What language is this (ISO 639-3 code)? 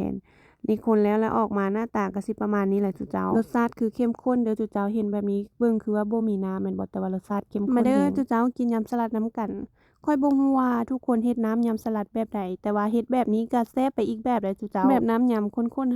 lao